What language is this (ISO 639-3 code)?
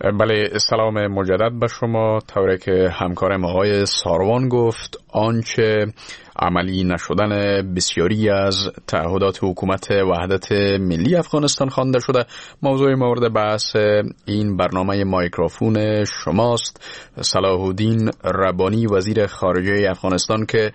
fas